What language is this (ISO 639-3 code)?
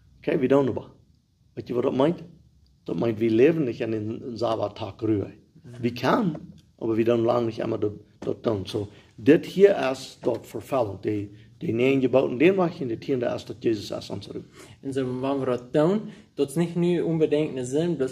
pdt